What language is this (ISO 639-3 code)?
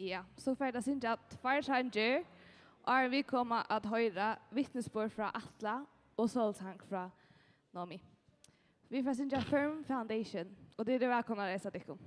fao